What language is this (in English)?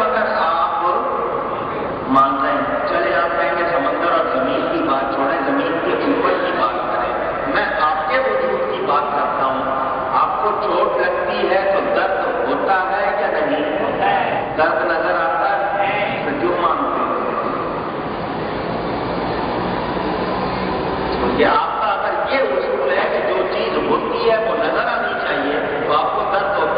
Urdu